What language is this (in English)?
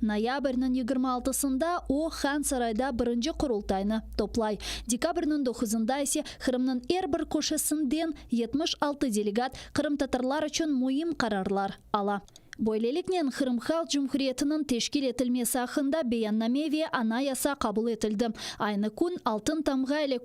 Crimean Tatar